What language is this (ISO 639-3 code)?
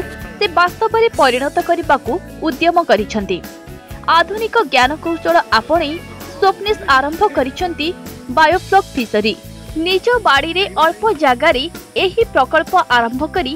ori